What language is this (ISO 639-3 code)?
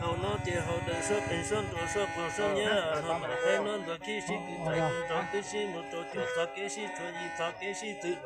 hmn